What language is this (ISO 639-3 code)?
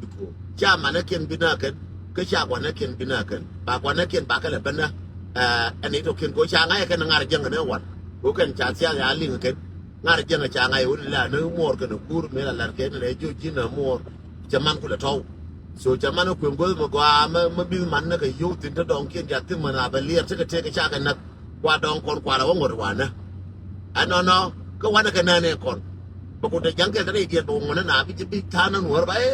nus